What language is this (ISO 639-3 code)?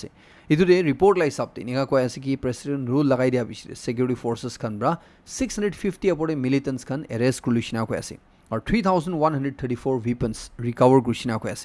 nag